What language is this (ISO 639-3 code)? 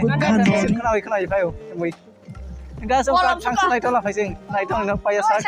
trp